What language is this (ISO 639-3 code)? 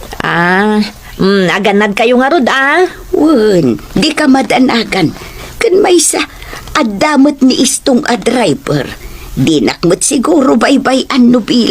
ilo